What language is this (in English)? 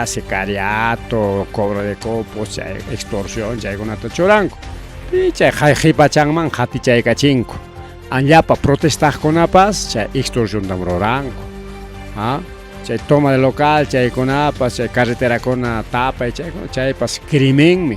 Ayacucho Quechua